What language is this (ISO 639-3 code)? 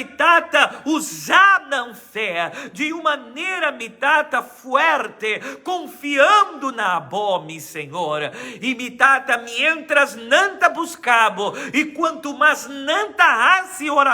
pap